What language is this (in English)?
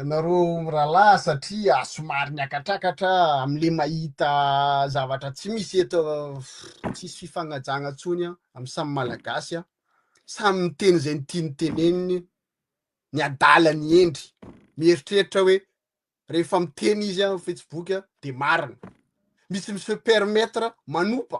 Malagasy